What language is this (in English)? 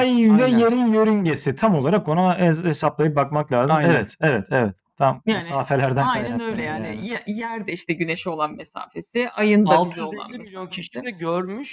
Turkish